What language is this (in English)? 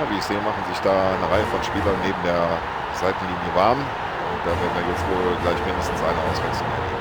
Bavarian